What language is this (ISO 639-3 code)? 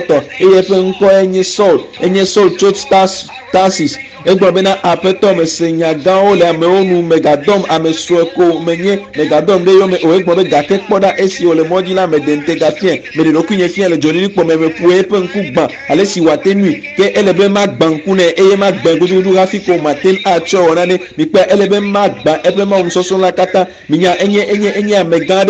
ewe